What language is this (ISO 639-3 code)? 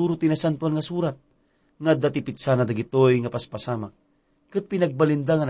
ilo